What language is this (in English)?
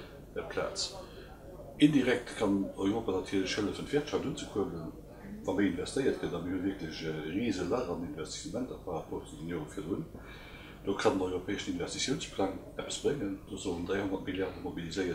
Luxembourgish